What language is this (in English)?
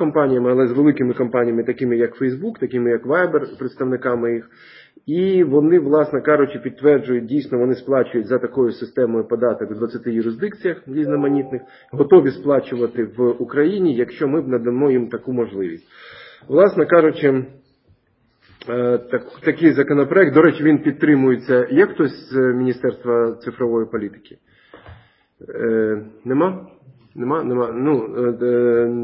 Ukrainian